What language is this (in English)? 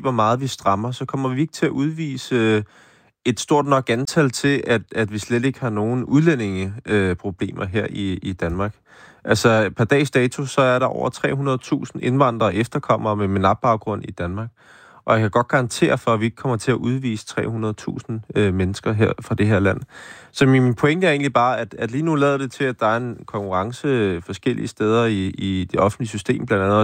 Danish